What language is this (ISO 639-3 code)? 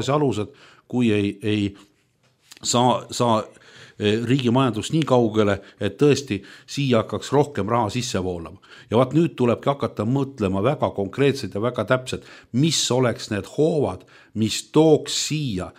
est